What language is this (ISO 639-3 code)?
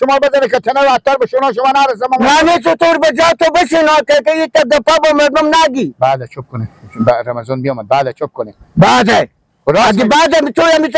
fas